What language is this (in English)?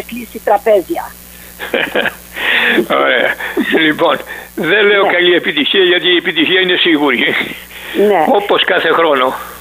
Greek